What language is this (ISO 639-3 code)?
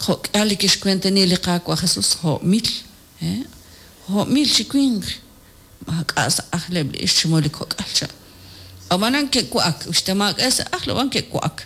kek